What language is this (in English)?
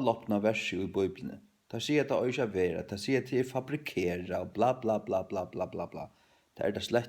Faroese